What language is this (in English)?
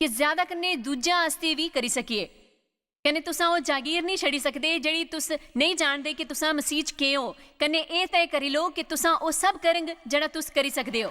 Dogri